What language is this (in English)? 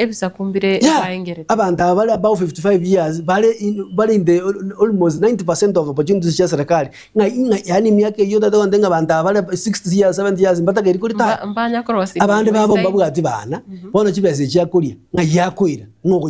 Gusii